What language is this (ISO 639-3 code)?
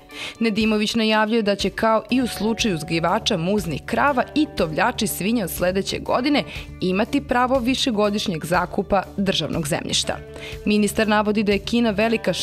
srp